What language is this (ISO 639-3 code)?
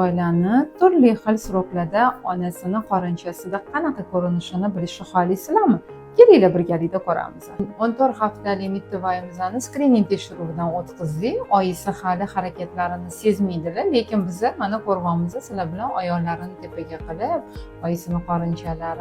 uzb